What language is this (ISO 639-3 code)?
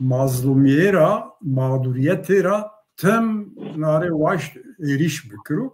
zza